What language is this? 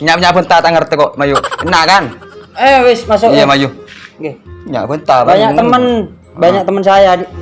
Madurese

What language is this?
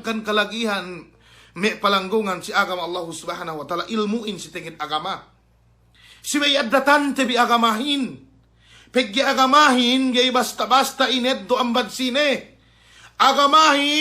Yakan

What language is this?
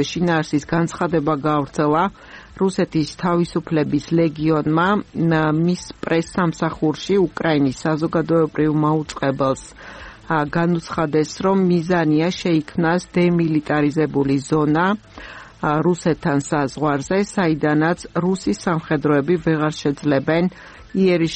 Georgian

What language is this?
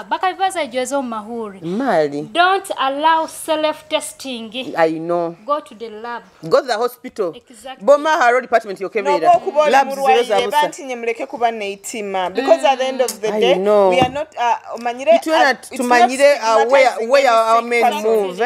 Nyoro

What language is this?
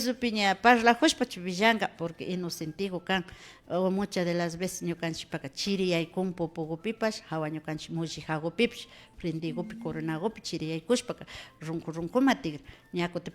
Imbabura Highland Quichua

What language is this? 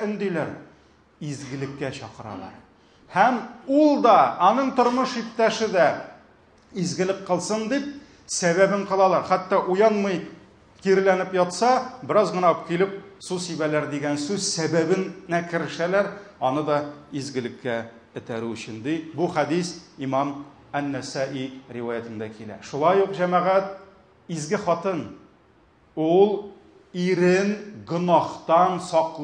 Tatar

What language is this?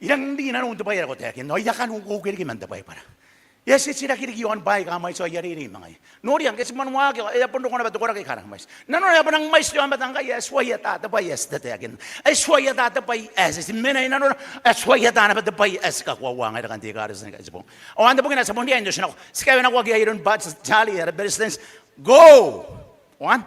Gilbertese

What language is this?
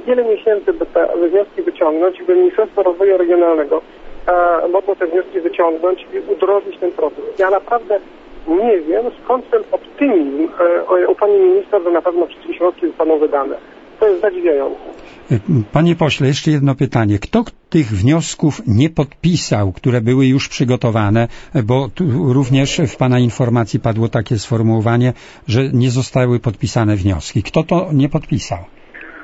Polish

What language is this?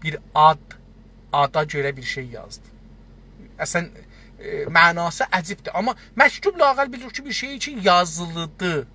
South Azerbaijani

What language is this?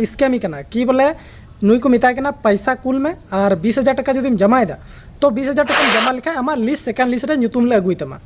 Santali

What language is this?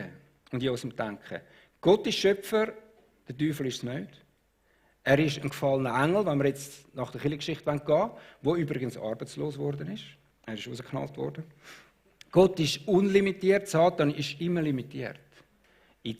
Swiss German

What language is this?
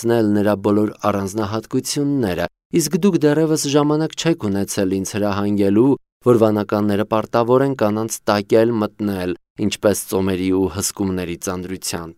Armenian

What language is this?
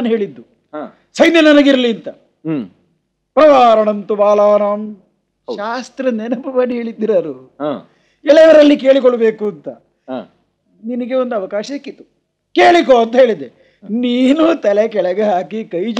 Kannada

